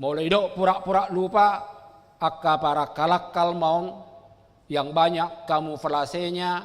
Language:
Batak Toba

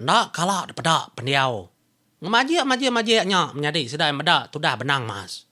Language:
Iban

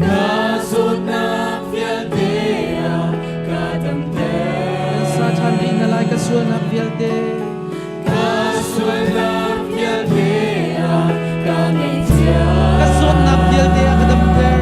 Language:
Hakha Chin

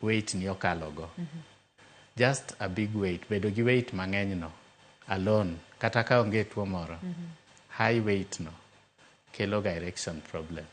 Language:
Luo (Kenya and Tanzania)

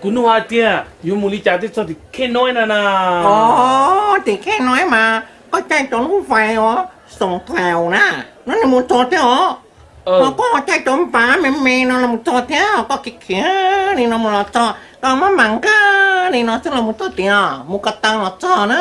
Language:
Hmong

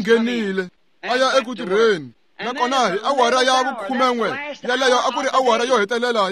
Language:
Tsonga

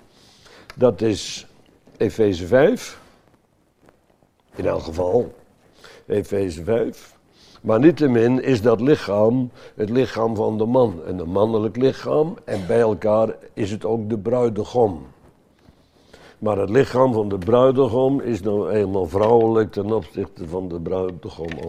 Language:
Dutch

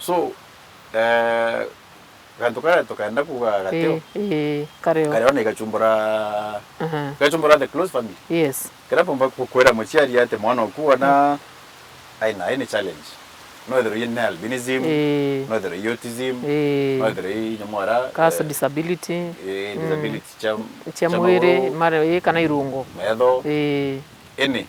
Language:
Meru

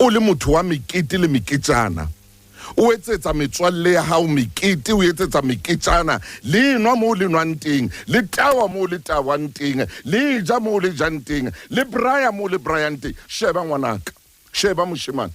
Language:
Southern Sotho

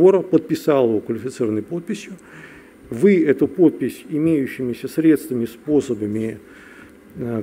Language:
Russian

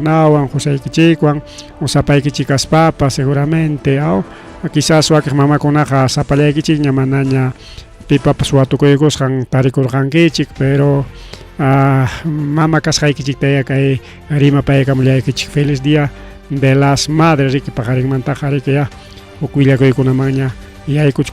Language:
Ayacucho Quechua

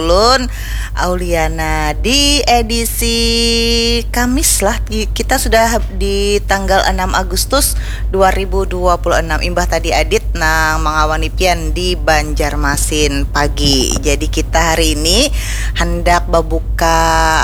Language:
Banjar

